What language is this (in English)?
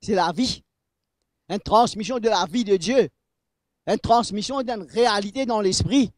Morisyen